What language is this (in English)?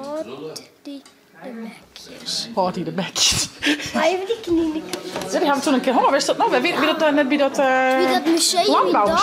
Western Frisian